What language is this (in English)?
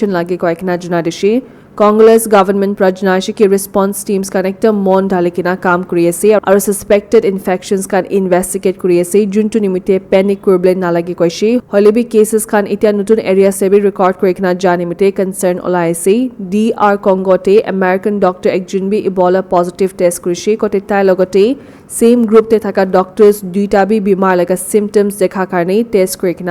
Naga Pidgin